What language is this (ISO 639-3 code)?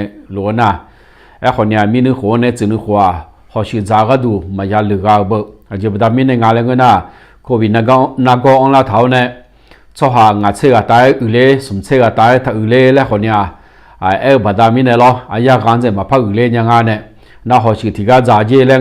ahk